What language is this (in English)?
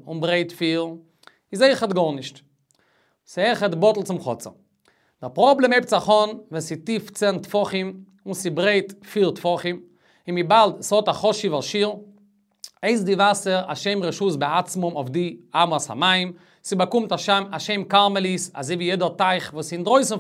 Yiddish